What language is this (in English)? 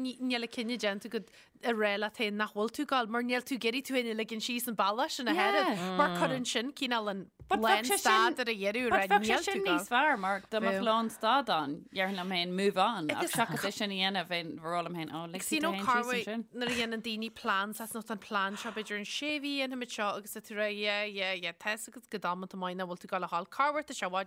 Irish